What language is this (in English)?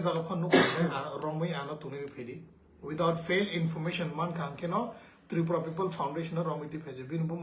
Kok Borok